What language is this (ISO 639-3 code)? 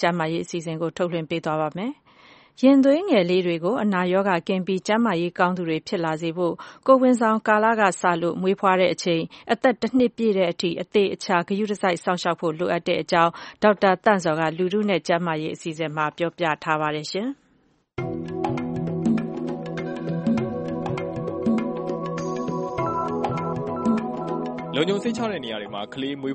mya